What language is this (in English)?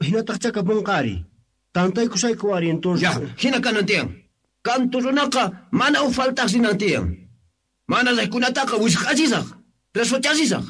Quechua